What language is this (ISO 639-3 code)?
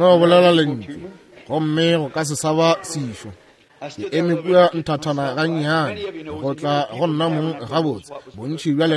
nso